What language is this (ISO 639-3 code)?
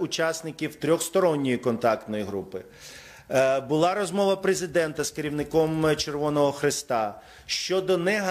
ukr